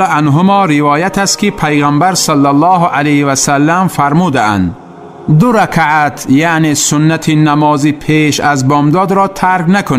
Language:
Tajik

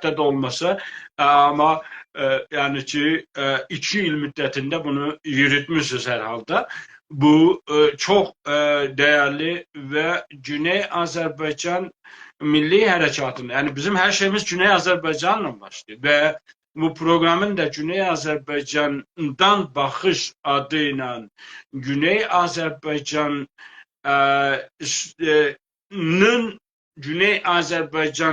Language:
South Azerbaijani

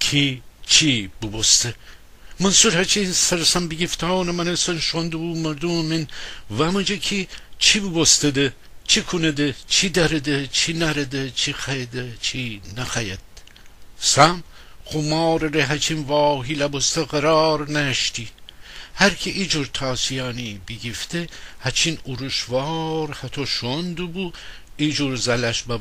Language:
Gilaki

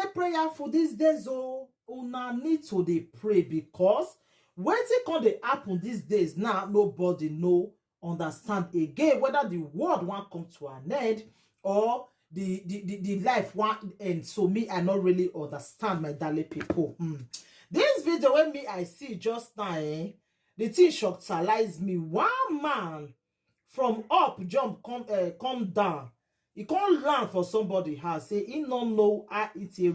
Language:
Nigerian Pidgin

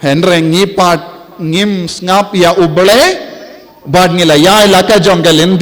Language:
Khasi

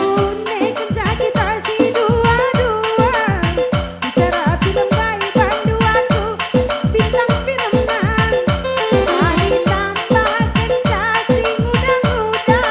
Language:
Batak Karo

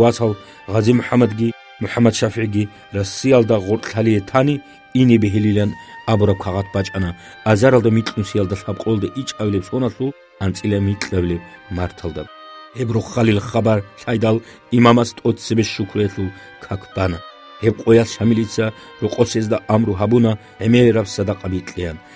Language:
Avaric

